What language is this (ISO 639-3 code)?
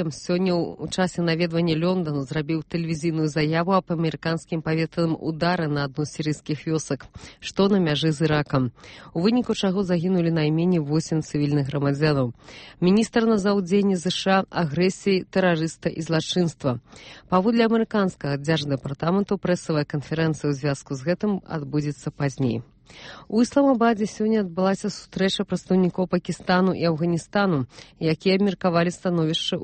bel